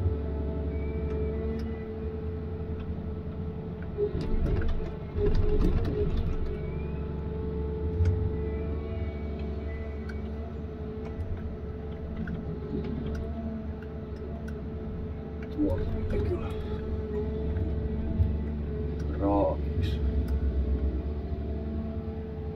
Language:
Finnish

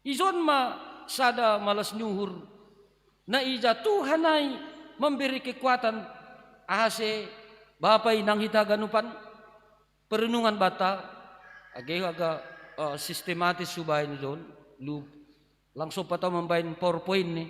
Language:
Batak Simalungun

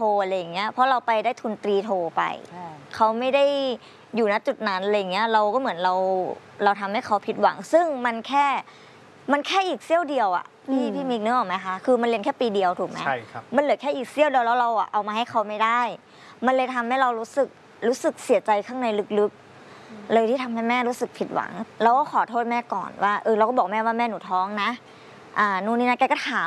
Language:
Thai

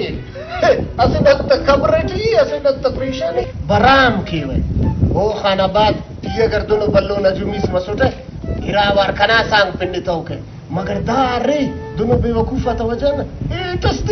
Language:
Brahui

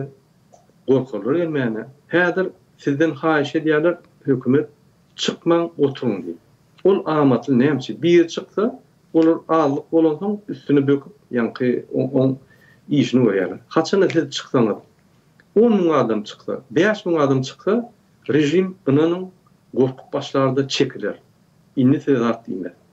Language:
Turkmen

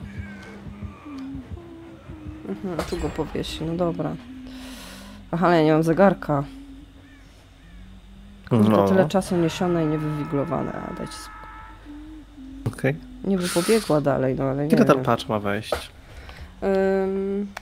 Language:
Polish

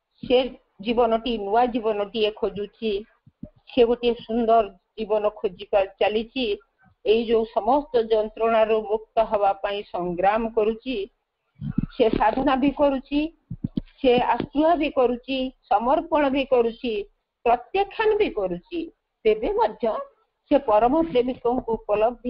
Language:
Odia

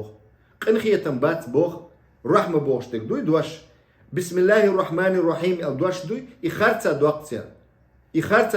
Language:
Chechen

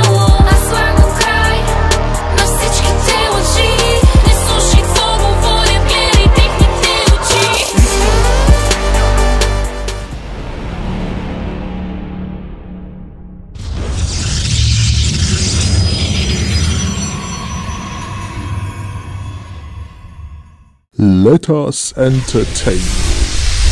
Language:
Bulgarian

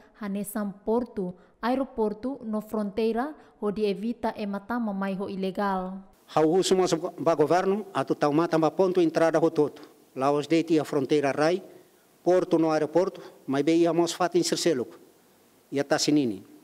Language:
Tetum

